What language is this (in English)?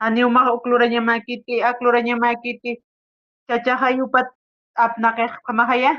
Aymara